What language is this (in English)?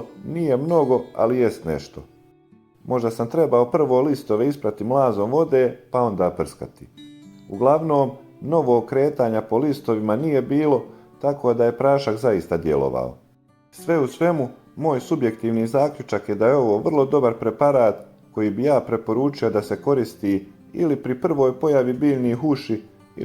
Bosnian